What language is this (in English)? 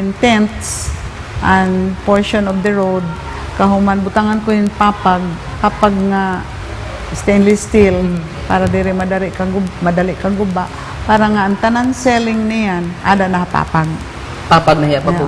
Waray